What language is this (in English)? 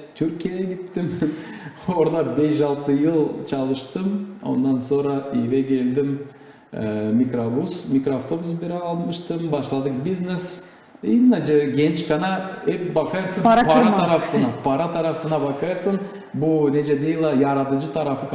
Gagauz